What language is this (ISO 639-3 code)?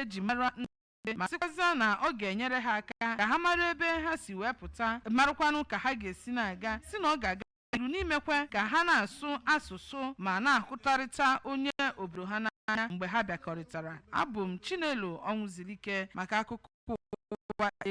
ibo